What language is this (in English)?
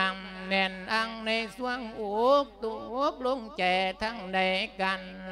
Lao